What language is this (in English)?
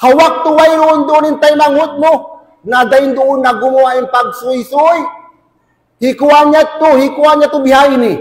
Tausug